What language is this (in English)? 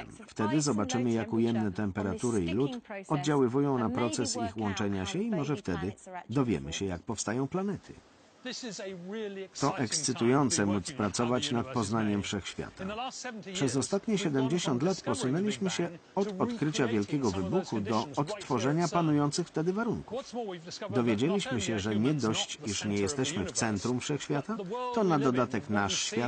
Polish